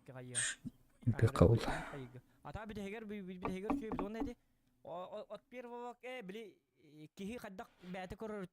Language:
Yakut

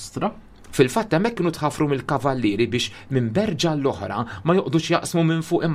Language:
Maltese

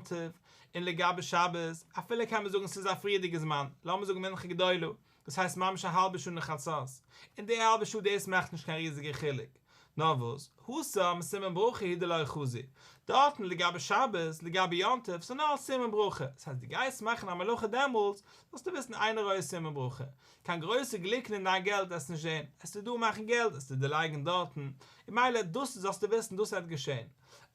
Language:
Yiddish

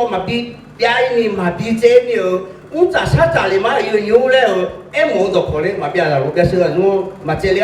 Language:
Akha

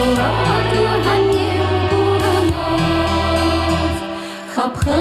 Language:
Chuvash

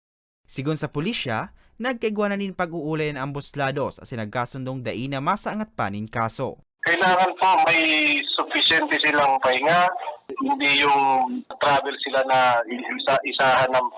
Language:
Bikol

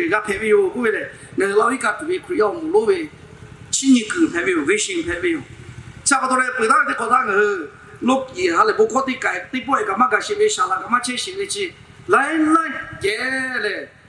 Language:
Lahu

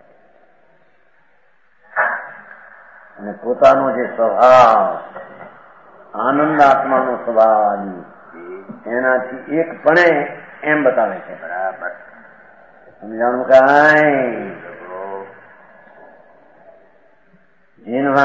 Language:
Gujarati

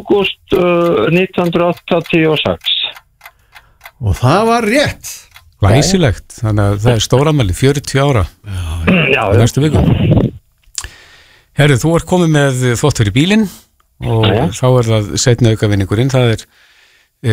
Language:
Icelandic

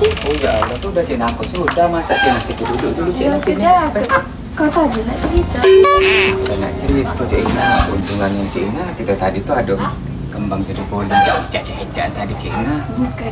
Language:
Musi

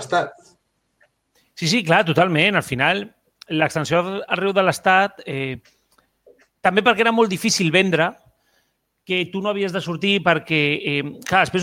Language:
Catalan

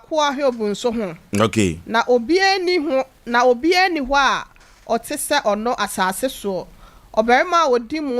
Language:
Akan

